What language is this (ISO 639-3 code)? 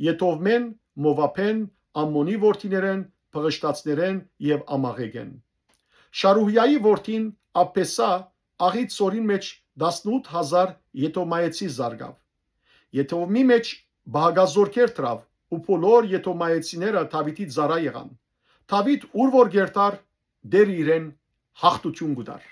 hyw